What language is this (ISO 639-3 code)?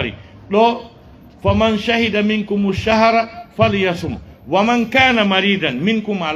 ful